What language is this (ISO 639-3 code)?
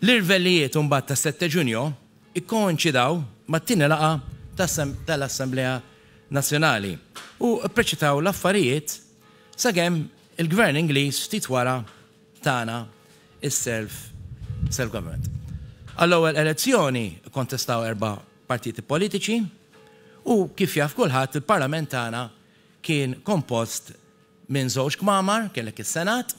mlt